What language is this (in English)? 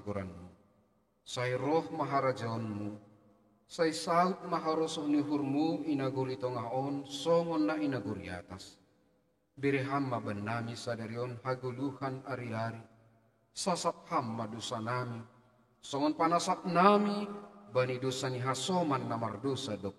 Batak Simalungun